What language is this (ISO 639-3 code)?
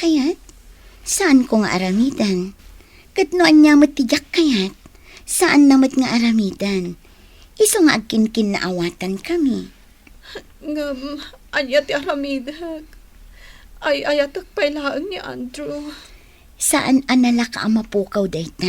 ilo